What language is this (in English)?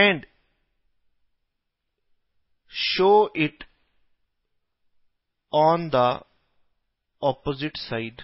Hindi